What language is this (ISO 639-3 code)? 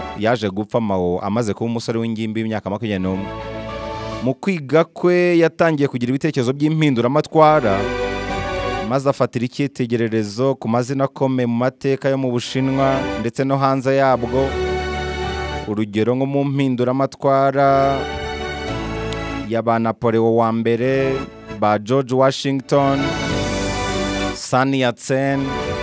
kin